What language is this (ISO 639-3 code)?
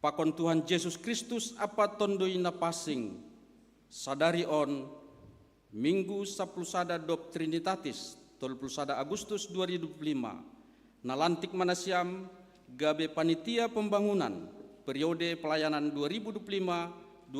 bts